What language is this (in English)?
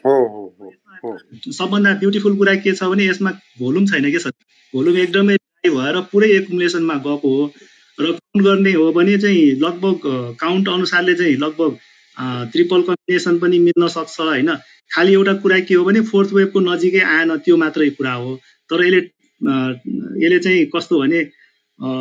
Nepali